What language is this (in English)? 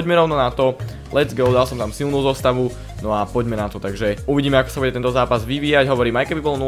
Slovak